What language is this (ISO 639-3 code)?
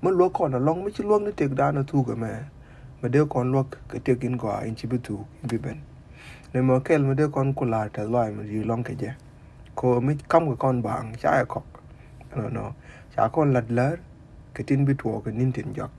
nus